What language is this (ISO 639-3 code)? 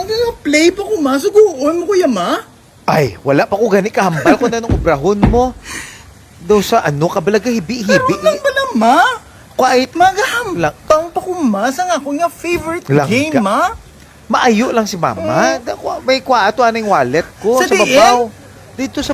hil